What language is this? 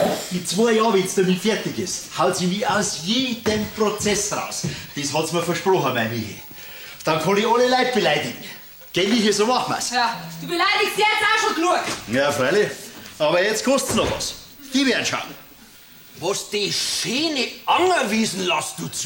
Bavarian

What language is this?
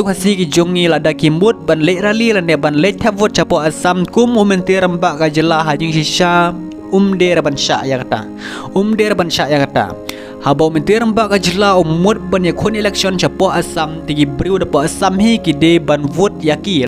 Khasi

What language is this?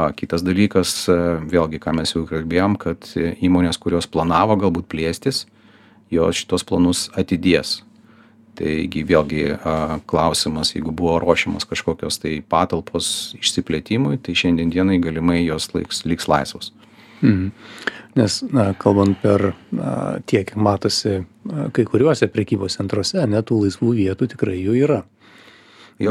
Lithuanian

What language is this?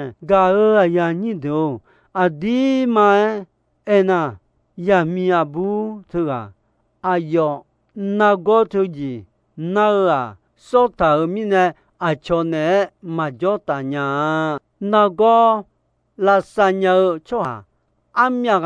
Akha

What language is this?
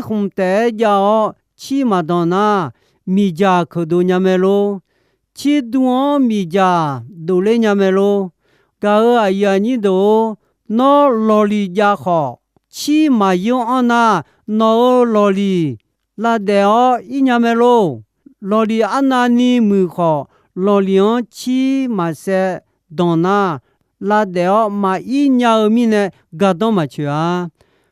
Akha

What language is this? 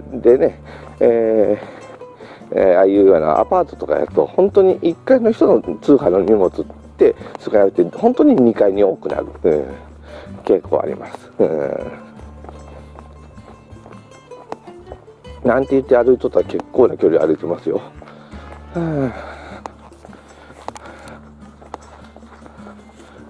Japanese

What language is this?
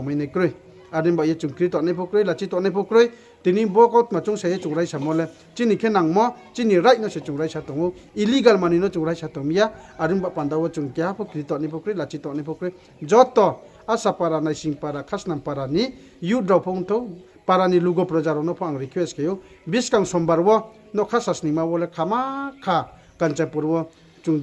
Riang (India)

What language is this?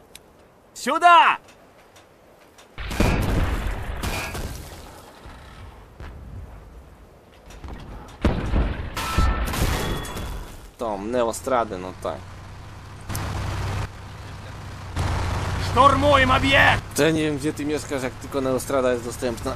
Polish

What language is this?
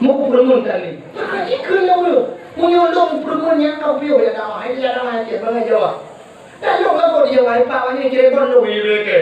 Achinese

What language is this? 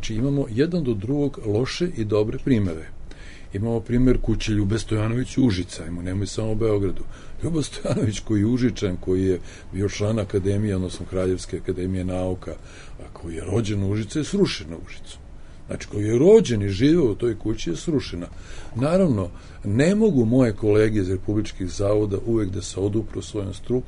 Serbian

